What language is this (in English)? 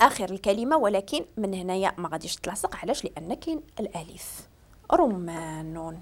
Moroccan Arabic